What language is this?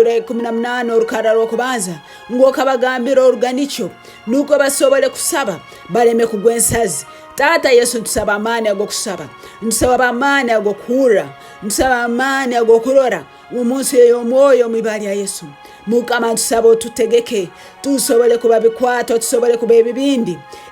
Tooro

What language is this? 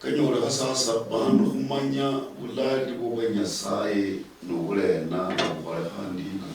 Luyia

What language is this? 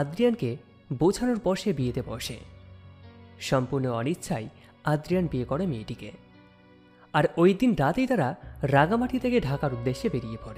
Bangla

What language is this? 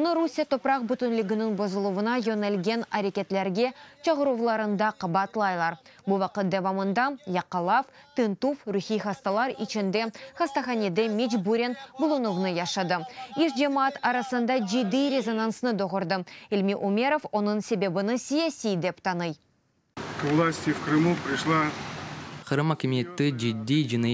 Crimean Tatar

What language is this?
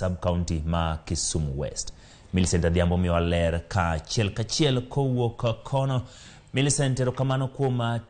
Luo (Kenya and Tanzania)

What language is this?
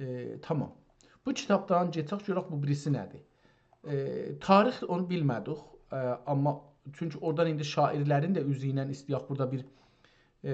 South Azerbaijani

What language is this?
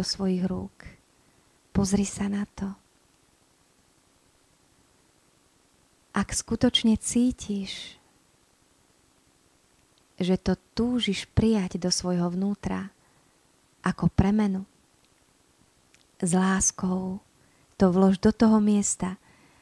Slovak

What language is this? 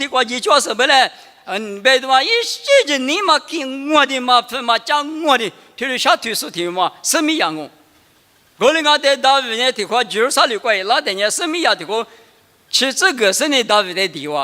Lisu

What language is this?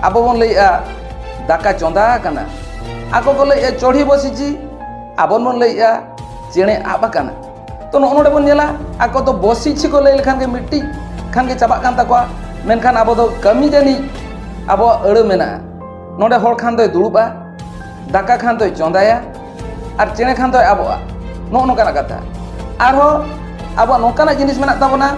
Santali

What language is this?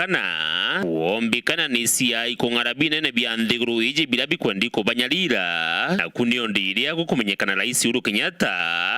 Meru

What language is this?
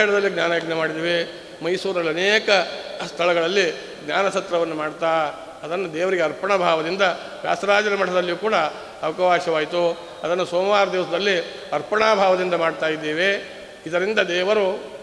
Kannada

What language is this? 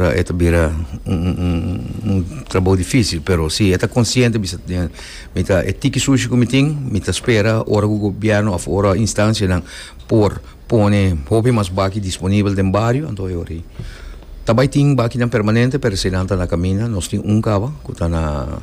Papiamento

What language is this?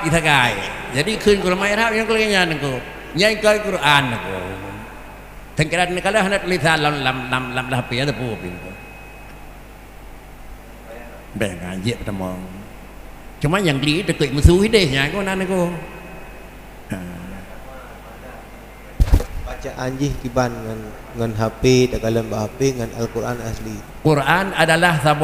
Achinese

